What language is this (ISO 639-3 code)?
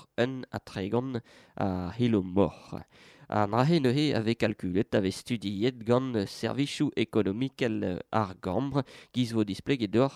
bre